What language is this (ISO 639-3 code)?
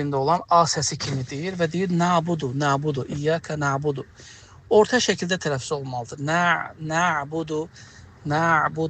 aze